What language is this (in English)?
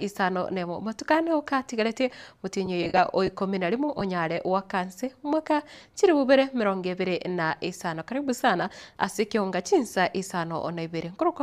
Gusii